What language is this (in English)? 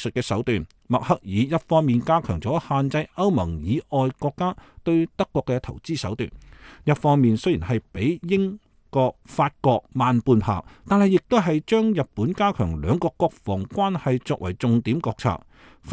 Cantonese